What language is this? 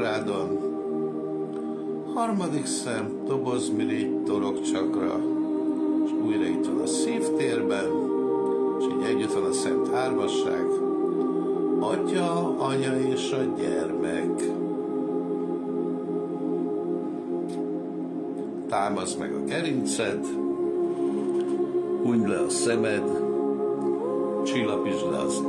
Hungarian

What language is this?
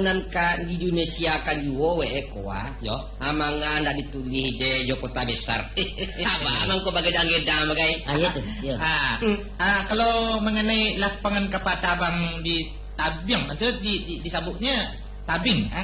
Minangkabau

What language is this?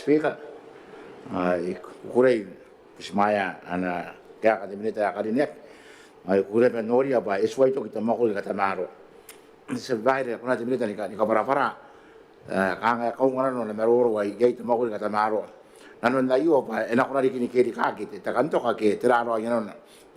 Gilbertese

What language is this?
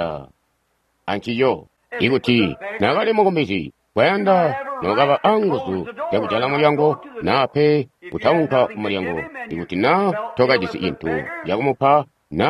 Tonga (Zambia)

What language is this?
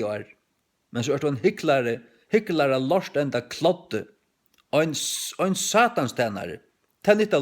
Faroese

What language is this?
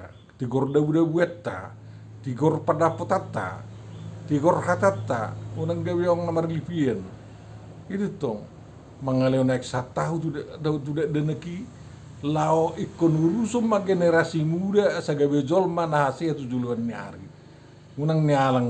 Batak Toba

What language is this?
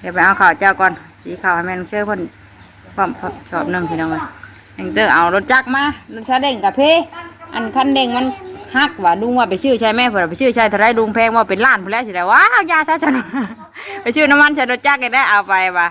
Northeastern Thai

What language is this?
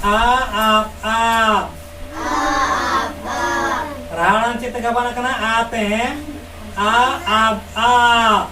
Santali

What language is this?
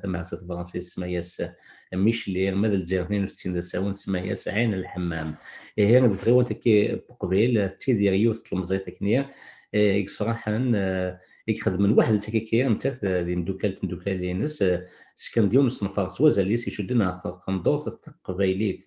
Kabyle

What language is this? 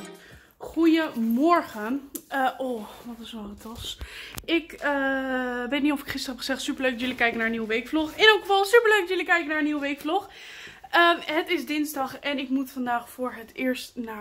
Dutch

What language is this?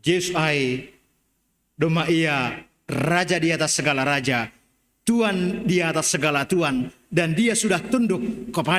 Batak Simalungun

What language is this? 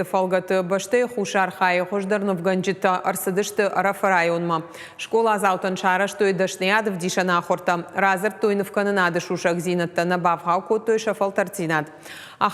Ossetic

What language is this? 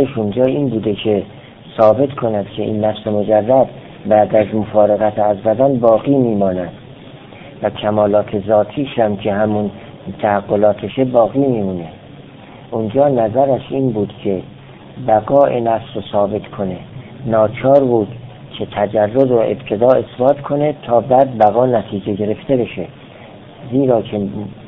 Persian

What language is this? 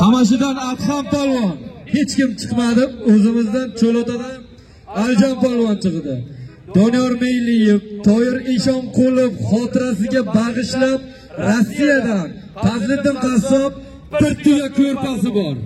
Uzbek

